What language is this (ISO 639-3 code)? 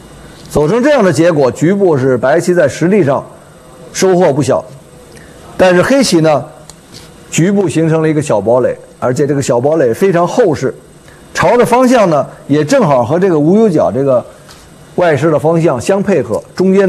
zho